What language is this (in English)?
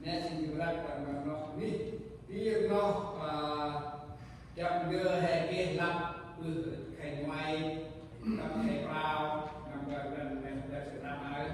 Central Mnong